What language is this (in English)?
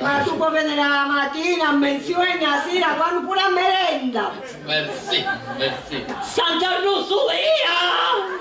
Sicilian